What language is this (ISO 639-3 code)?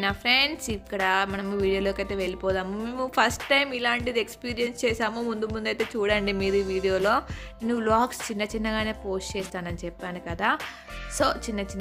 tel